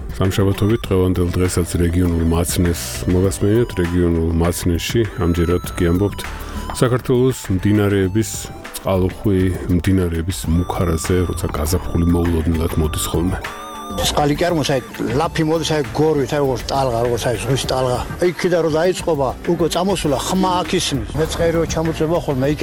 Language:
Georgian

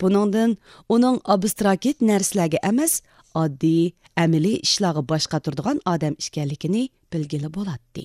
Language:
Uyghur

